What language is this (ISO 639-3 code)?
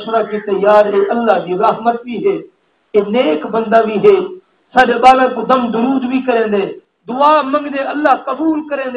skr